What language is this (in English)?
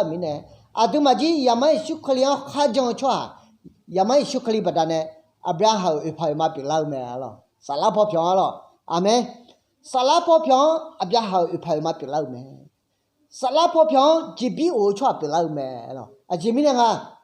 Akha